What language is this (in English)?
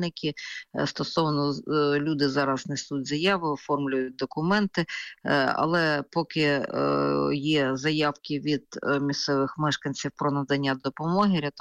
Ukrainian